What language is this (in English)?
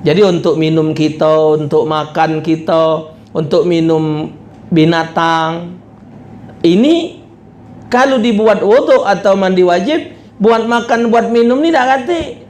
Musi